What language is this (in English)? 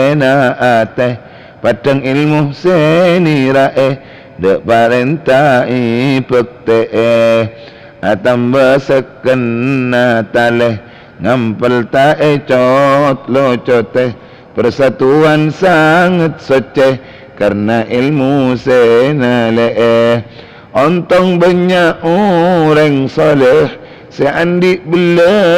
Madurese